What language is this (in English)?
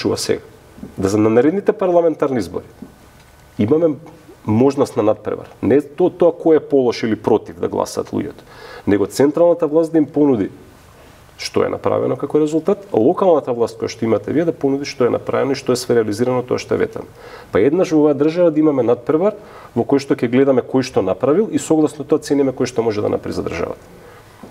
Macedonian